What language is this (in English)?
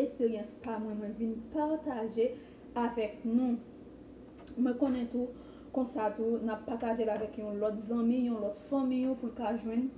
Haitian Creole